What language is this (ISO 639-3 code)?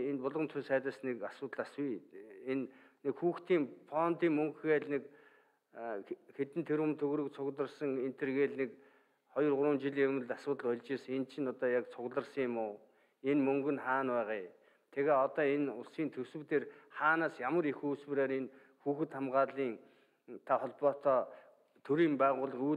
mon